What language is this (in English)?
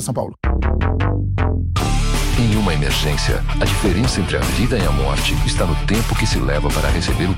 Portuguese